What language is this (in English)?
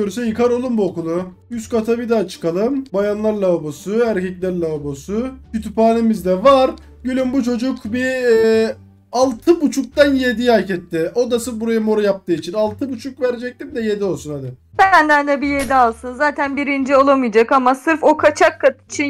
Turkish